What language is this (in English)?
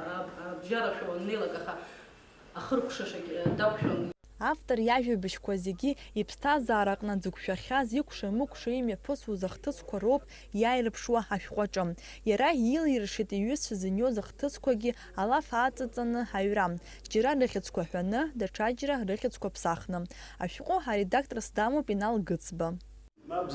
Abkhazian